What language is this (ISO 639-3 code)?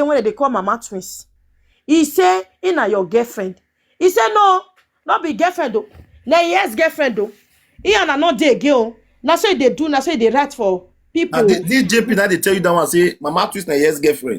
pcm